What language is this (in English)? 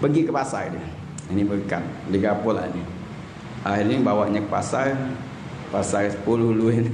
Musi